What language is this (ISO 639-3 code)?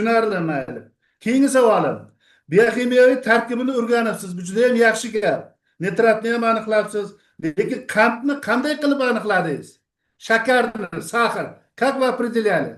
uzb